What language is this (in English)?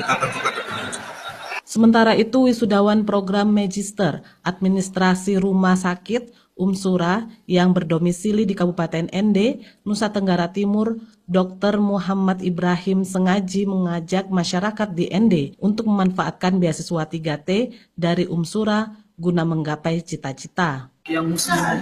Indonesian